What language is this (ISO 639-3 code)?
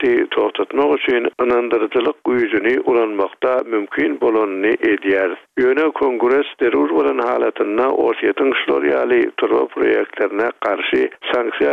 tuk